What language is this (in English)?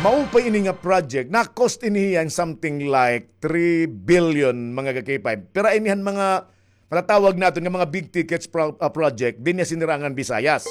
Waray